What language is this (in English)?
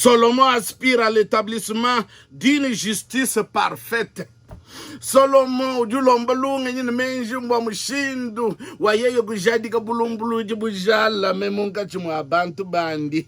Luba-Lulua